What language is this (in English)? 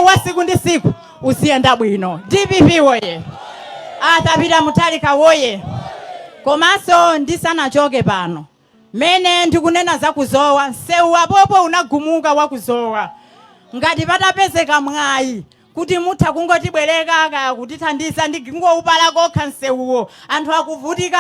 Nyanja